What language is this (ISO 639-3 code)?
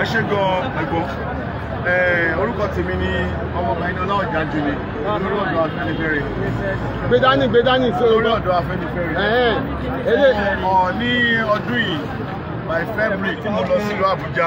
yor